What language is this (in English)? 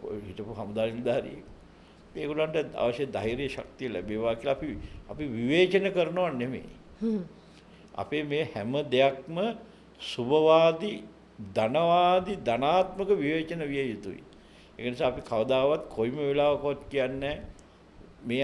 Sinhala